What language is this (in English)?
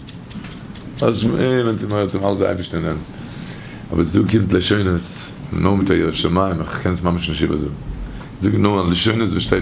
Yiddish